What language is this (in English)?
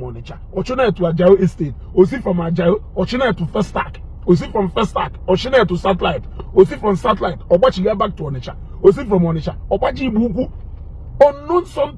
Igbo